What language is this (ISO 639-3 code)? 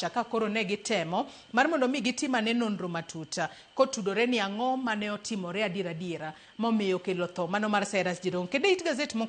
luo